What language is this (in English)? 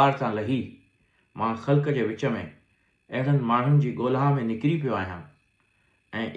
Sindhi